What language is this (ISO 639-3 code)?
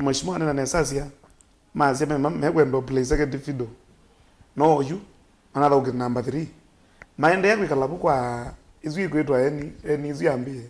kam